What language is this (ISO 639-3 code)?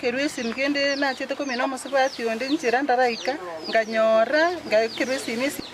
guz